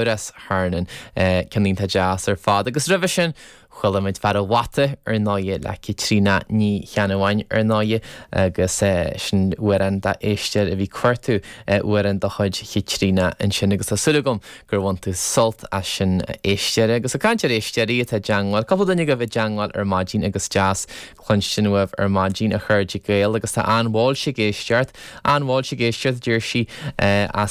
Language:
Irish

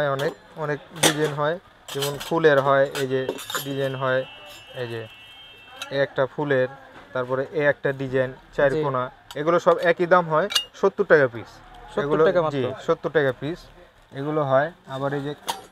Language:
Bangla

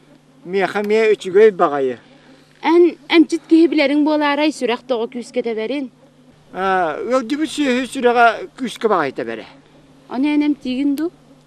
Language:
Yakut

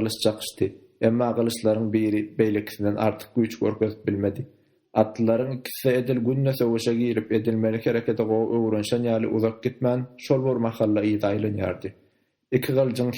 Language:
Turkmen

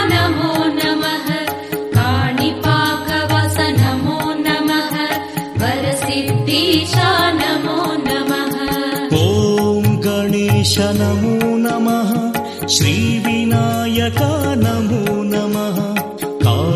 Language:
Kannada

